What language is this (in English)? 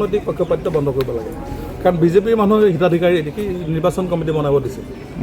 Assamese